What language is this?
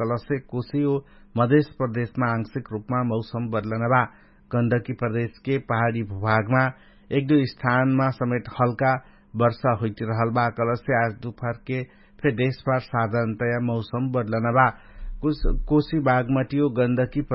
Dangaura Tharu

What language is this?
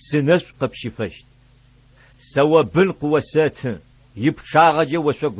Adyghe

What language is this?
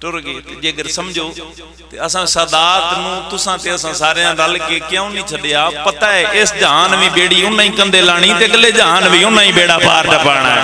Pahari-Potwari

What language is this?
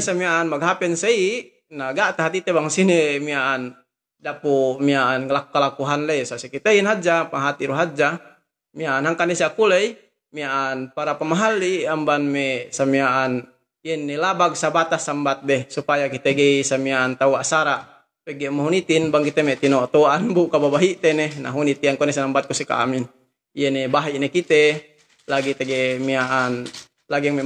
Yakan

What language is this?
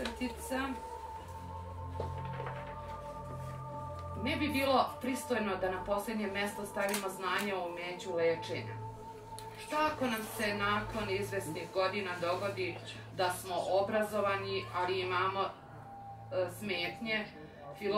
Serbian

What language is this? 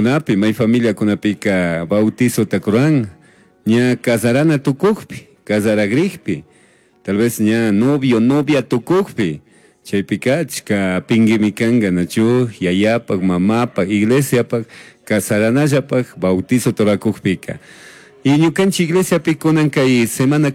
Chimborazo Highland Quichua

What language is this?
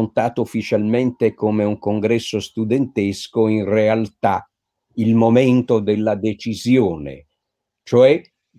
Italian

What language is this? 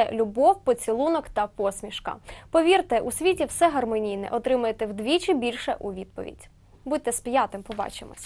Ukrainian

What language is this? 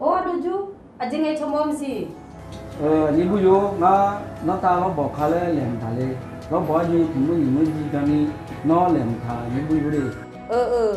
Akha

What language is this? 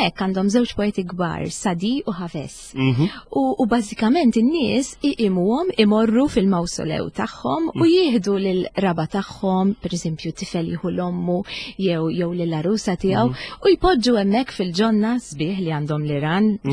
Maltese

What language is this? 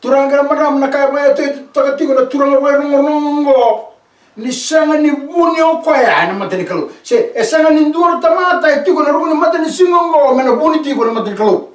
Fijian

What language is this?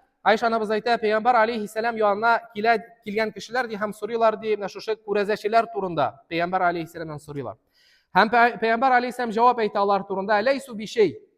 Tatar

